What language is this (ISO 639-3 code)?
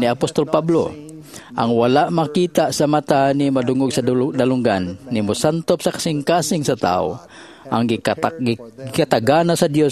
ceb